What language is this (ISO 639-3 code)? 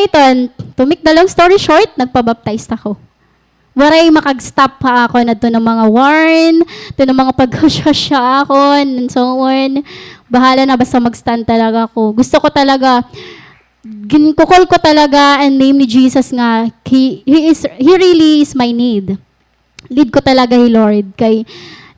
war